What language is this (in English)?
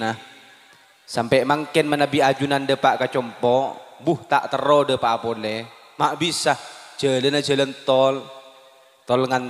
Madurese